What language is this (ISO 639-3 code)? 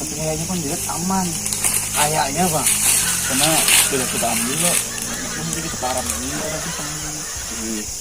bjn